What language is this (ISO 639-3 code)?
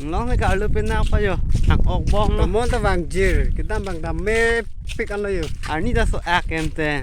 mjw